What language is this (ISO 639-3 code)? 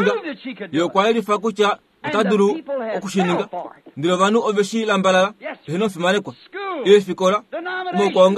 kua